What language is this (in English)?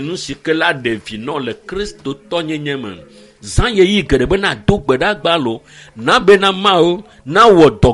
Ewe